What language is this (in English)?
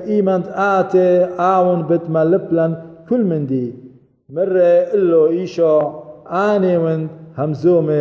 Assyrian Neo-Aramaic